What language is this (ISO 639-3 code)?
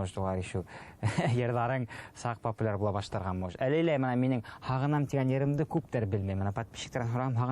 bak